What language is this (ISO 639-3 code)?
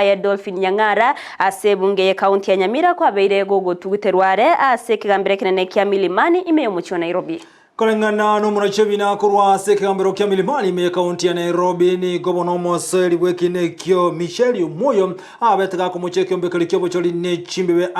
guz